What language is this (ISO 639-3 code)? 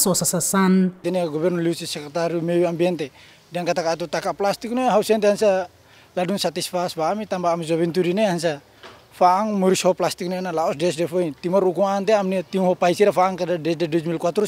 tet